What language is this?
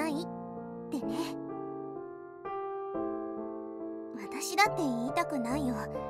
Japanese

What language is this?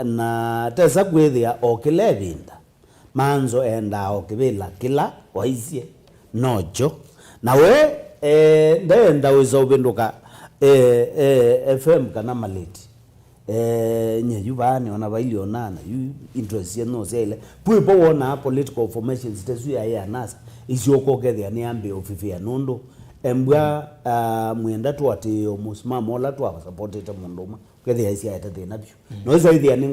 Kamba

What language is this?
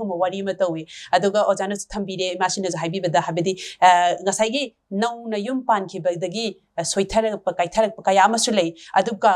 Manipuri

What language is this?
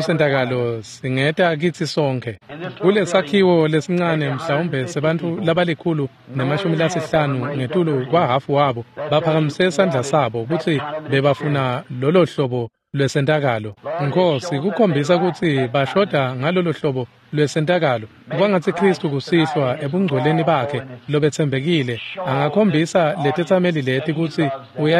Swati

